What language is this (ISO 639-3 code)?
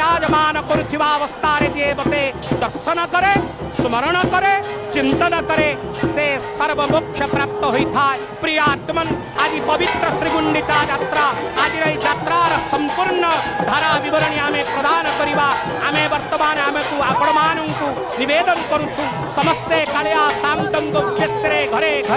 ori